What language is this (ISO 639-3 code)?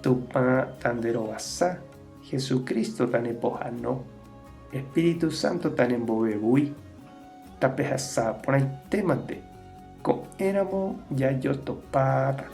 grn